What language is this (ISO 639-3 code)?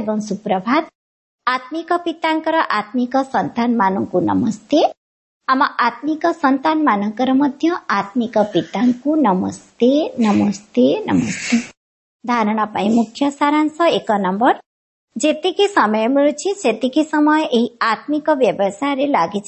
ori